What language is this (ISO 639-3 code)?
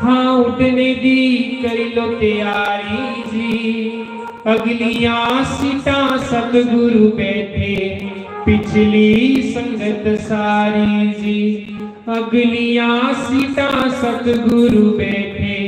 doi